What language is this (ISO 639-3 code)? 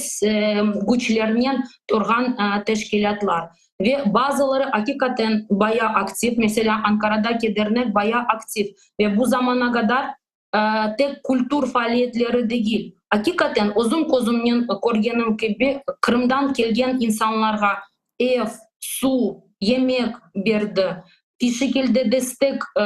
crh